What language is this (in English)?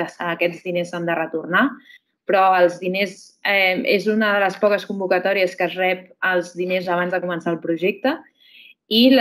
Catalan